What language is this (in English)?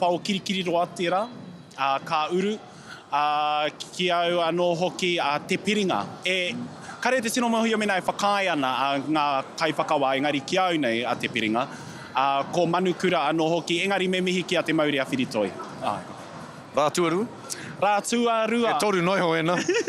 Māori